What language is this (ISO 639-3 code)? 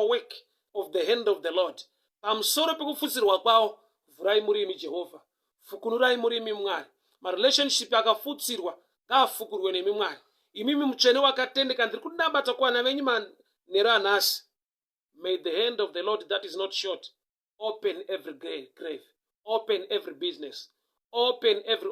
sna